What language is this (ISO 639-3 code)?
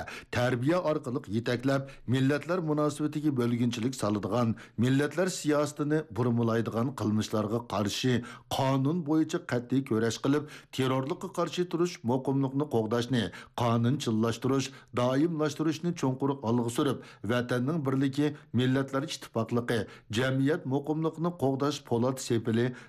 uig